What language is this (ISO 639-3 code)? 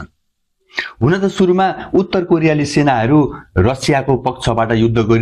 nep